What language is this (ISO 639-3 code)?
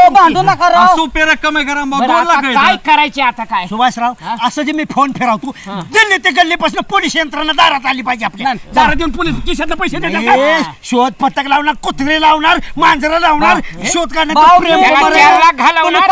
mar